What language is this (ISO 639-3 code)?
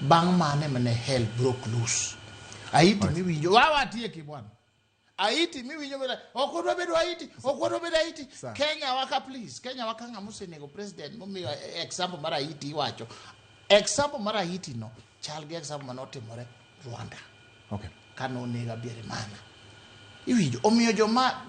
luo